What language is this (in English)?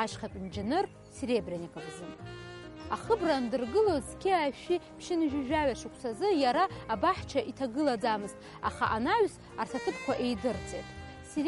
Abkhazian